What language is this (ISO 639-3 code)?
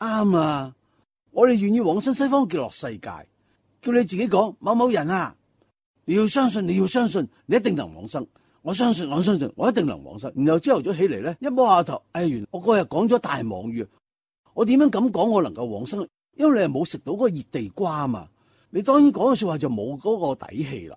yue